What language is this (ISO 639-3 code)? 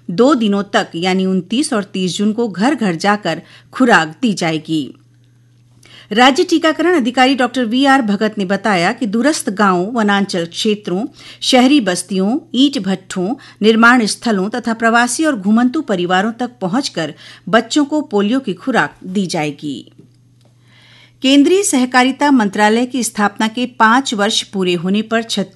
hin